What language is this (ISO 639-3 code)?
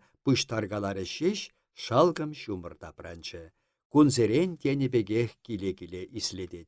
chv